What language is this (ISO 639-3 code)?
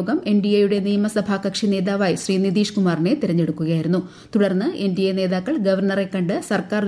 mal